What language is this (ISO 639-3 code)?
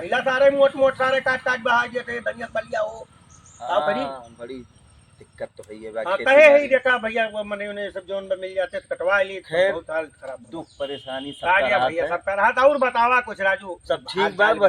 awa